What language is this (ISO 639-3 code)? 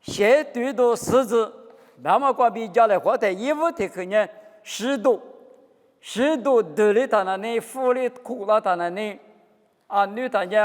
lis